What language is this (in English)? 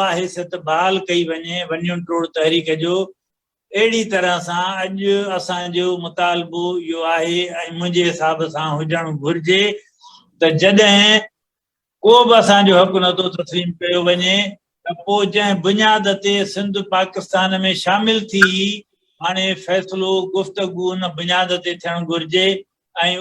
Sindhi